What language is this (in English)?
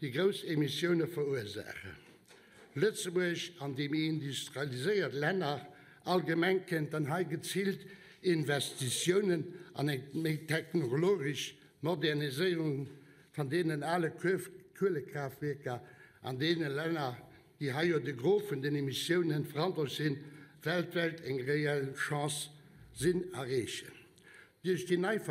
Luxembourgish